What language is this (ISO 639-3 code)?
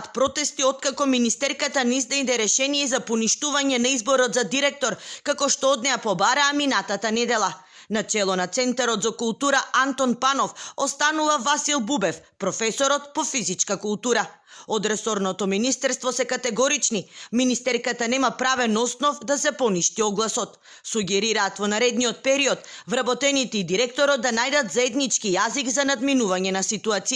mkd